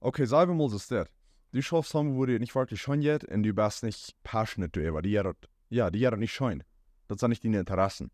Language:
Plautdietsch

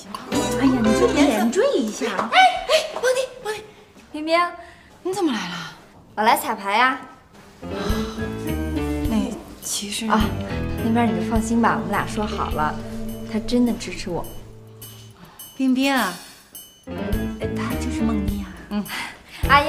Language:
Chinese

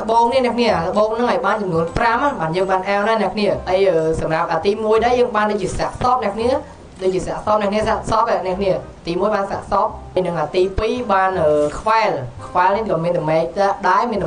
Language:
Khmer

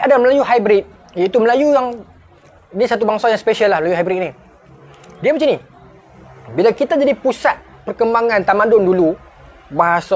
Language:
Malay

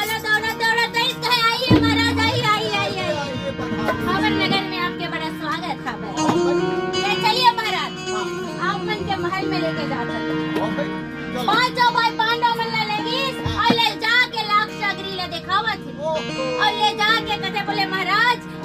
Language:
Chhattisgarhi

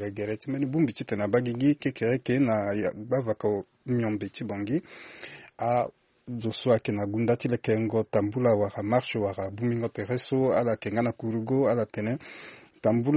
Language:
Sango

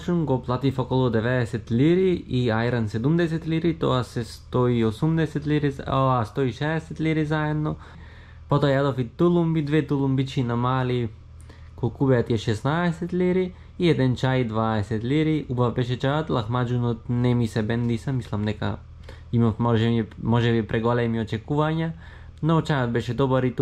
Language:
Macedonian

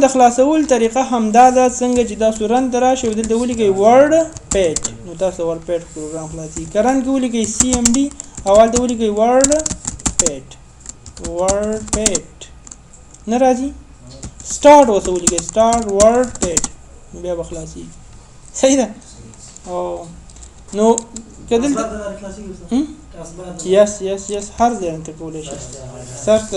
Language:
Pashto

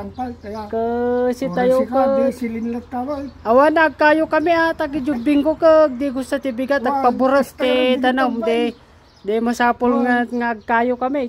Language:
Iloko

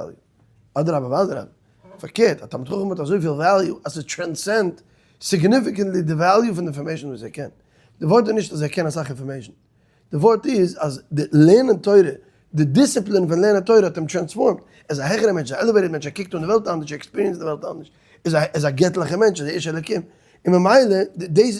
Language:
Yiddish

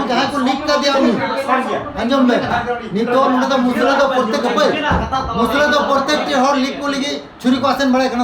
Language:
Santali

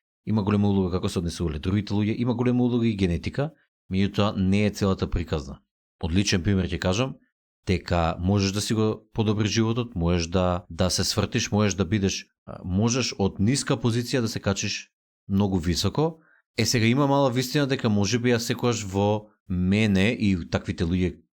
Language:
Macedonian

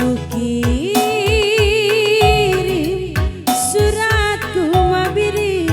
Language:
Batak Karo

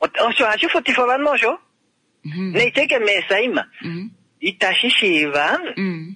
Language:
Kuanyama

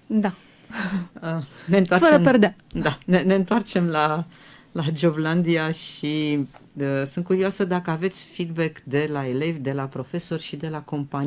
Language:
Romanian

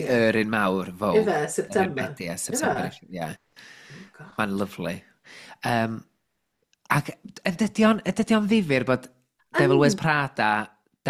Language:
Welsh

